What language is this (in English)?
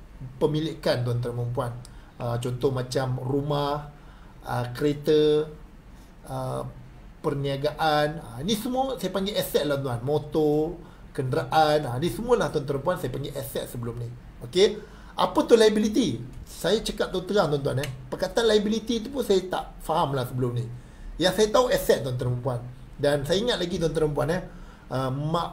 Malay